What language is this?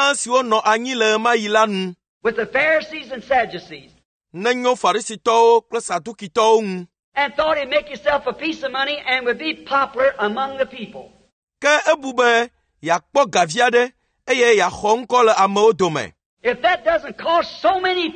Ewe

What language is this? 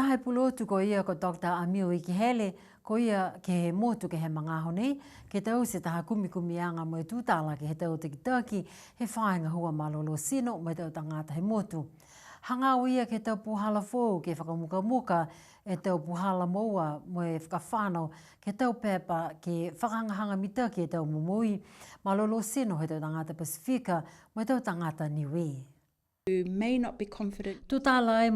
Niuean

